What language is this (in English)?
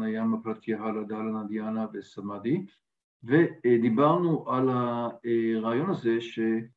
Hebrew